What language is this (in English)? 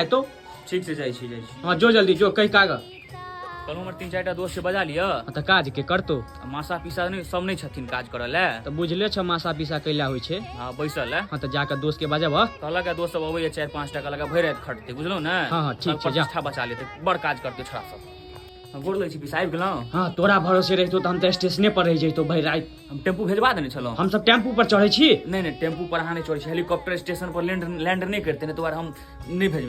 Maithili